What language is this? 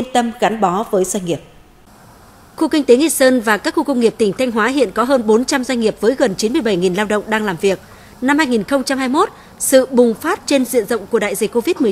Vietnamese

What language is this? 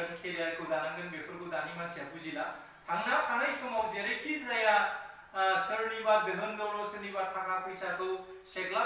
Bodo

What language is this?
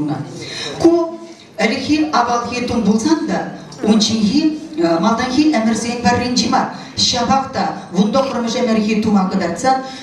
Chuvash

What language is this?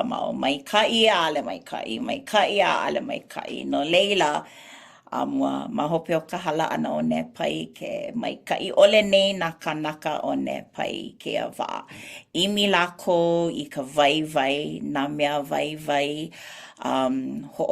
Hawaiian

